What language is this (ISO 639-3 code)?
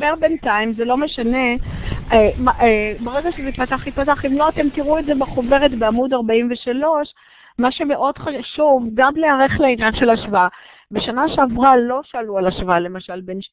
heb